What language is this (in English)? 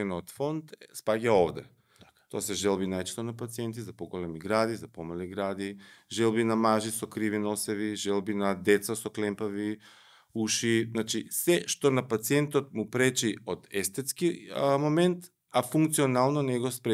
Macedonian